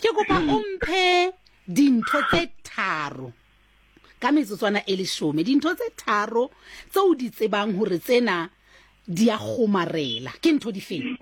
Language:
Southern Sotho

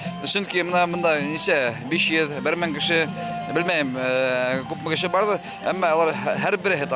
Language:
Bashkir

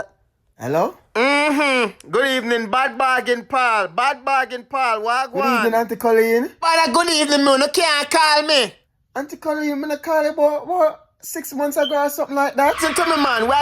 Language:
Jamaican Creole English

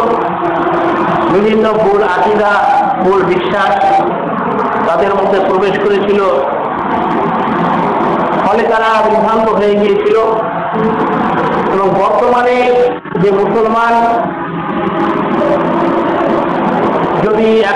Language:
Bangla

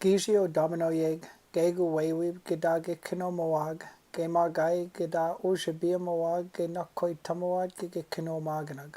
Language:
Chippewa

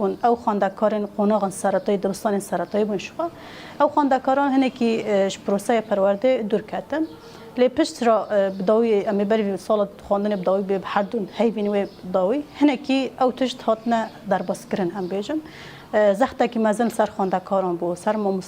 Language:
Kurdish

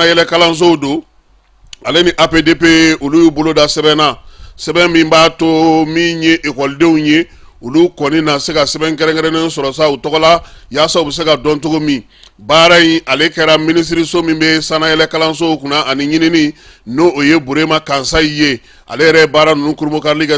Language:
Bambara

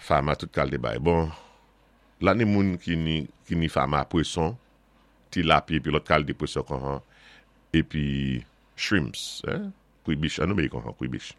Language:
Saint Lucian Creole French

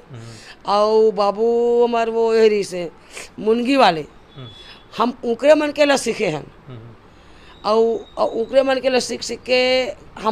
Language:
Chhattisgarhi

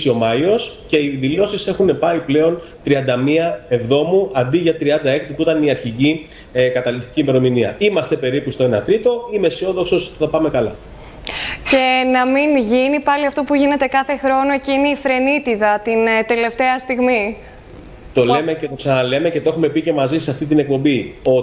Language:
Greek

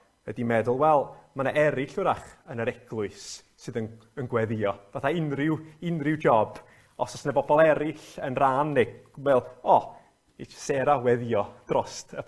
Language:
Welsh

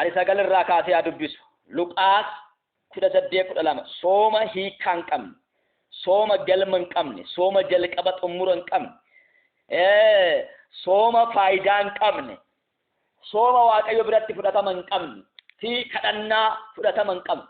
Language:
Oromo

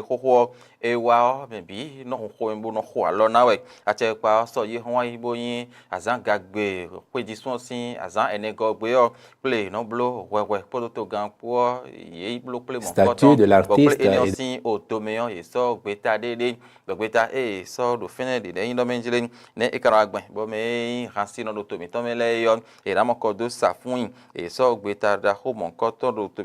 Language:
Fon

